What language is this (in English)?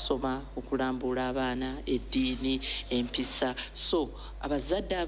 Ganda